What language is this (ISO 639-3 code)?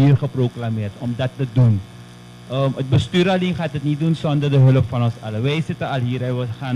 nld